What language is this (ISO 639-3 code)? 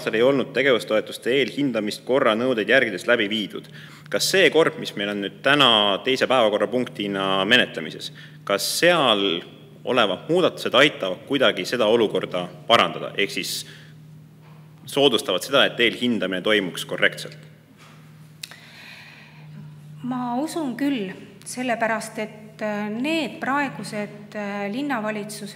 est